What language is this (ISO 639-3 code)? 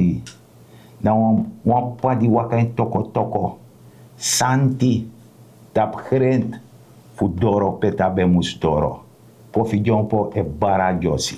srn